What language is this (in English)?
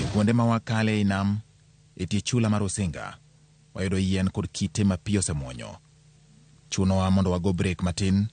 Luo (Kenya and Tanzania)